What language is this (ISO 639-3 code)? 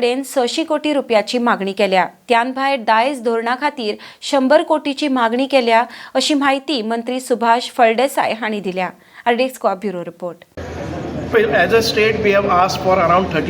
kok